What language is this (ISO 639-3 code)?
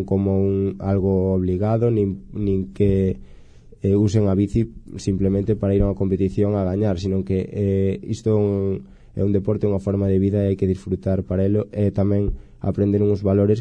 glg